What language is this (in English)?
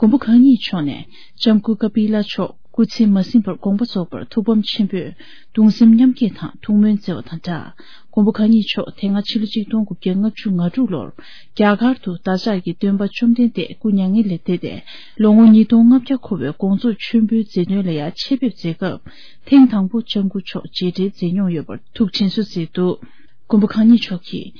Tibetan